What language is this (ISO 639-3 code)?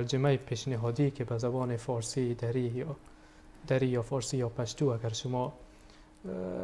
fas